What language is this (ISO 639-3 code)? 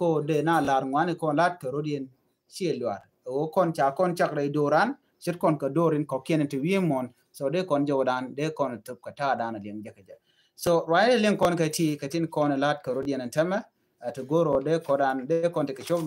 nus